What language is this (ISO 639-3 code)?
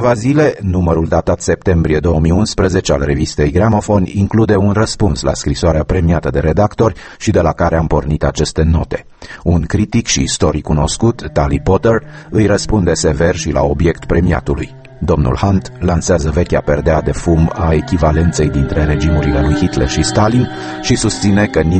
ron